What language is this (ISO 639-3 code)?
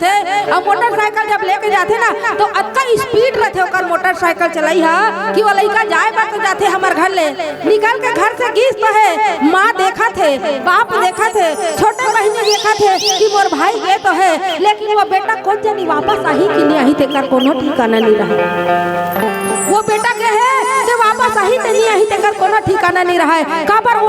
hne